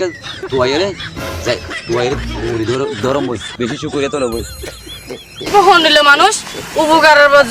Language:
Rohingya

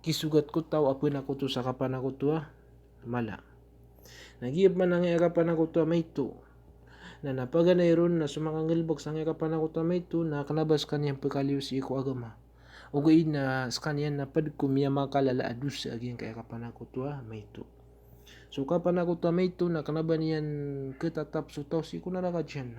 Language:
Maranao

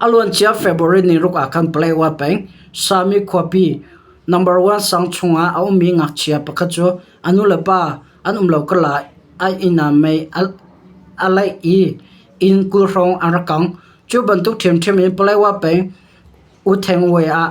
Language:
Hakha Chin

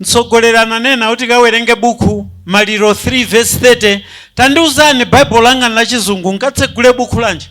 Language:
Nyanja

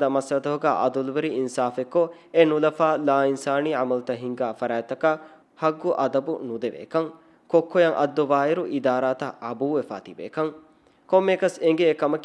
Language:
Divehi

